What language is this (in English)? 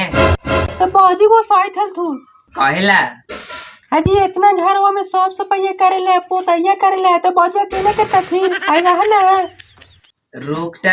Magahi